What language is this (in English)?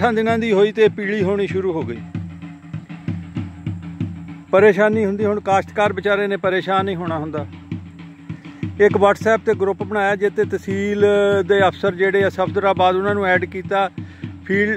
Punjabi